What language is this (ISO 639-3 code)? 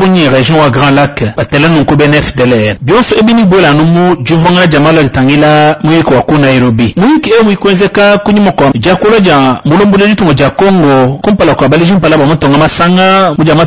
lua